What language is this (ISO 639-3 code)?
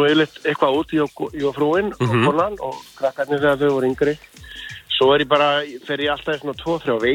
isl